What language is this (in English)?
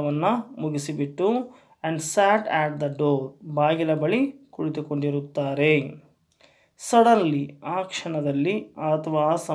Kannada